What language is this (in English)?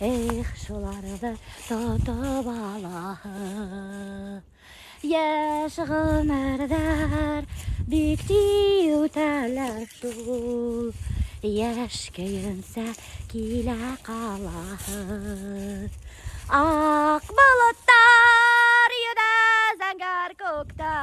Bashkir